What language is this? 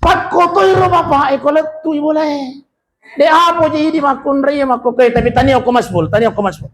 Buginese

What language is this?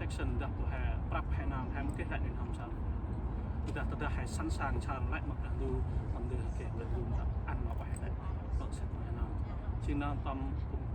Central Mnong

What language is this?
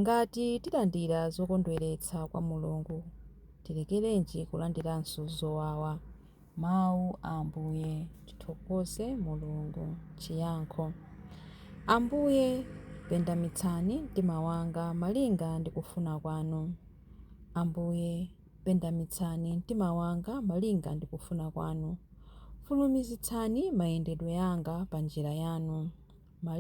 Nyanja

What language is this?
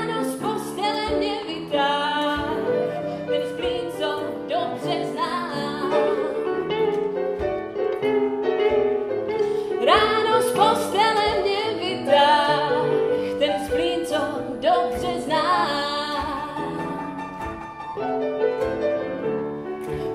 Czech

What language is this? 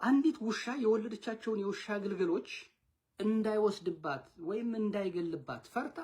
Amharic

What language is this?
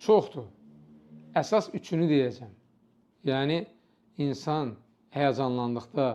Azerbaijani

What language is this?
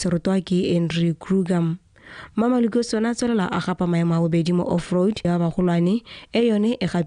Tswana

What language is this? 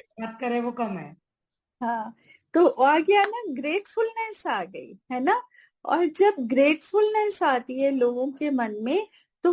Hindi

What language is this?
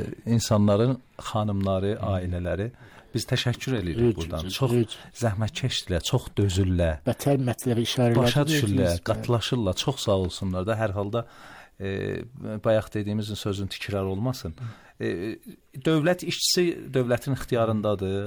Azerbaijani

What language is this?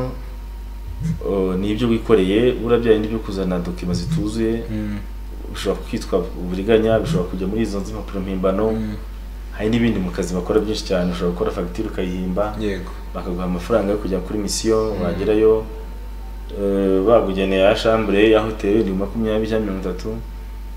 Kinyarwanda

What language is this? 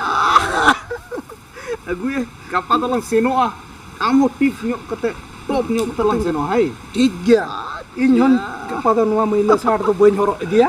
Santali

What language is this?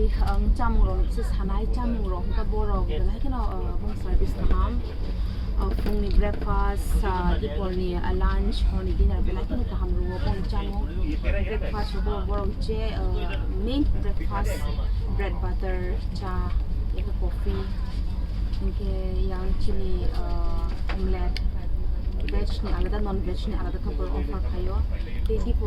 Kok Borok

